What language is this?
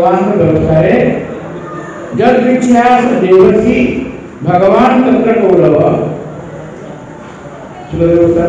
Odia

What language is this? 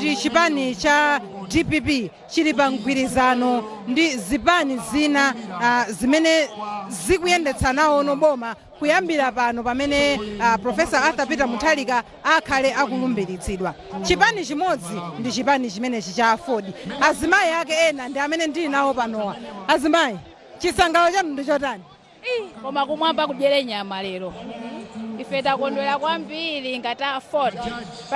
Nyanja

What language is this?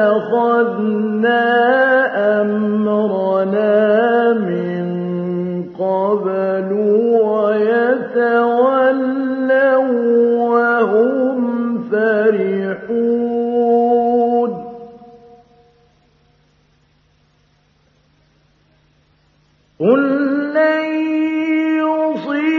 Arabic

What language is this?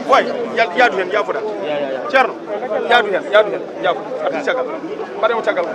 Fula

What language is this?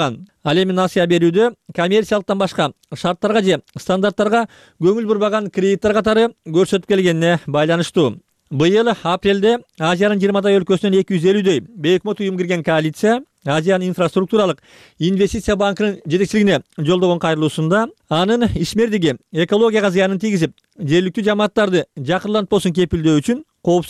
Kyrgyz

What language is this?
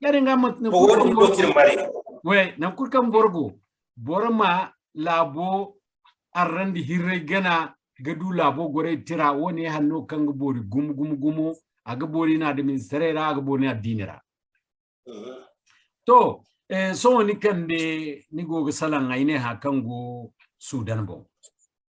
Zarma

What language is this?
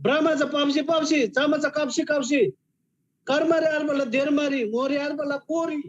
Eastern Tamang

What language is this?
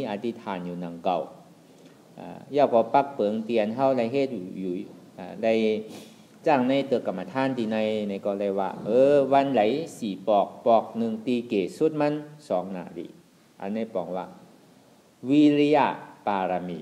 Shan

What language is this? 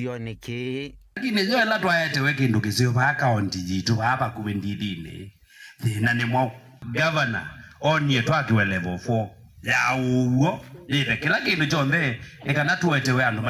Kamba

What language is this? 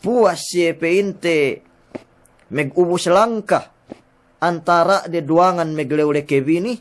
Yakan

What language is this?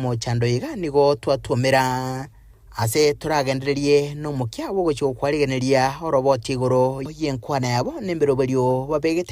Gusii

